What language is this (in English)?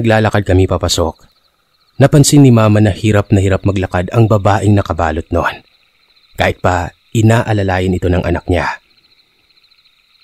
Filipino